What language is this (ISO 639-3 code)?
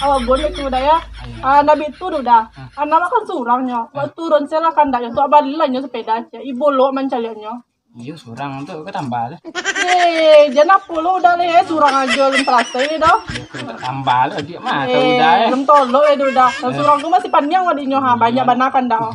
min